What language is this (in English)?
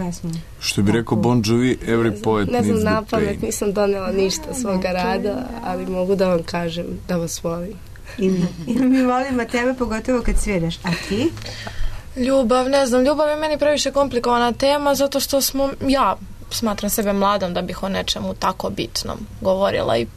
Serbian